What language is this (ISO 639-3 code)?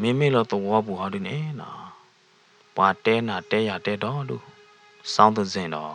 ksw